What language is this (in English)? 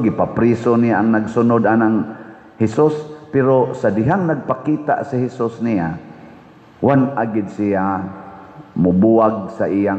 Cebuano